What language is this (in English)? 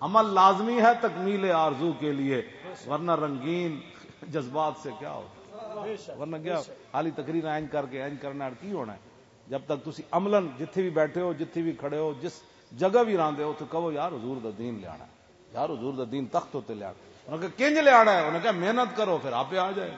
Western Panjabi